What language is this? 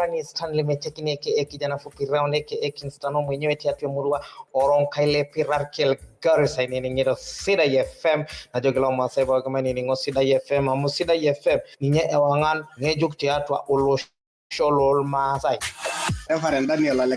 Masai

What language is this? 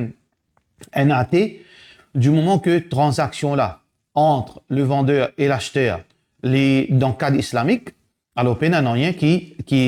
Morisyen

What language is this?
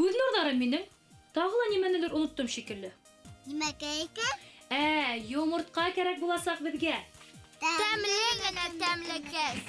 Bashkir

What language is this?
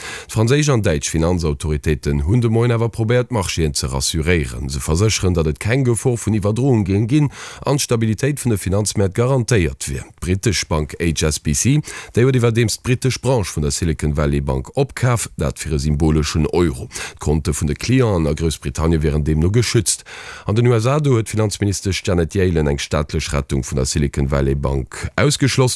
Luxembourgish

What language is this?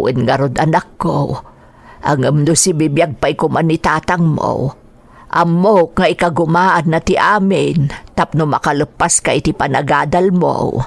Iloko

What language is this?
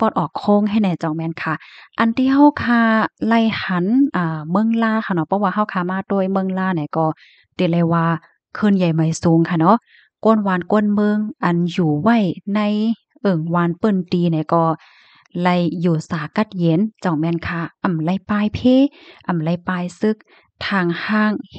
Shan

